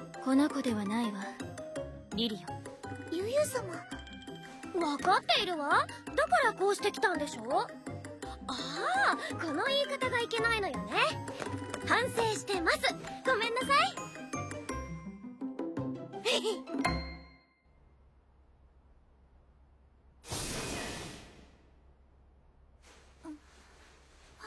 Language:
Japanese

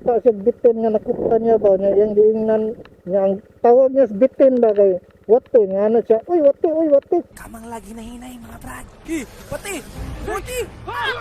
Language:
Cebuano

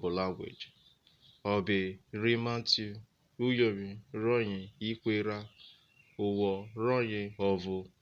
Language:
Urhobo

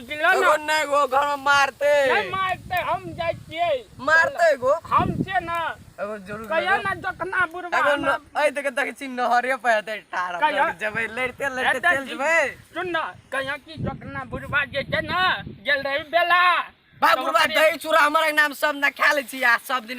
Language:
Maithili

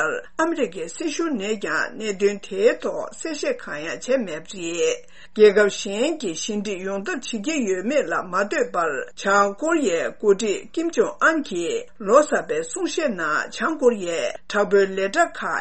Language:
Tibetan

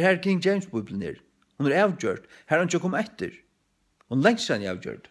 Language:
Faroese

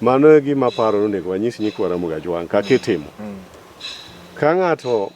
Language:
Luo (Kenya and Tanzania)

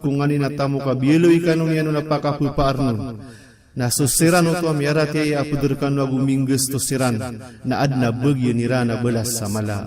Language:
Maranao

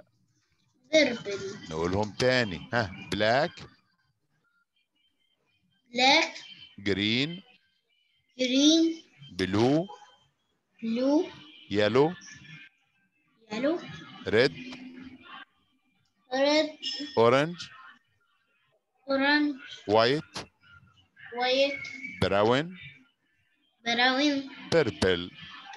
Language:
Egyptian Arabic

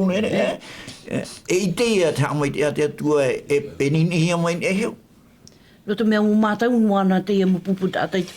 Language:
Tahitian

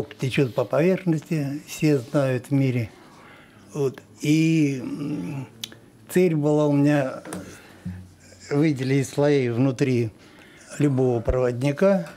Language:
Russian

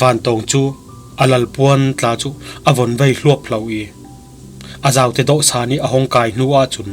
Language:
Falam Chin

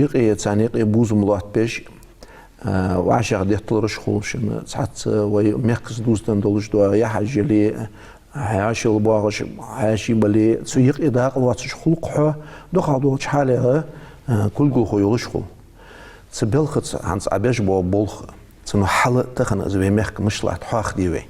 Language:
Ingush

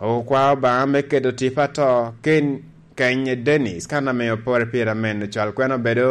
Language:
Lango (Uganda)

